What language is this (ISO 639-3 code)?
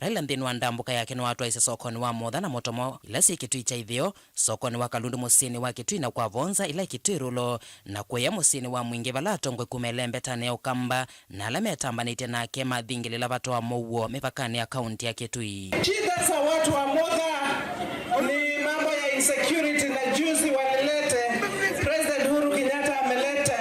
kam